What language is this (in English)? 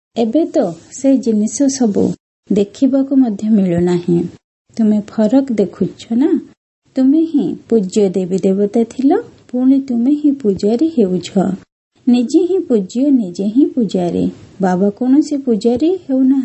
Odia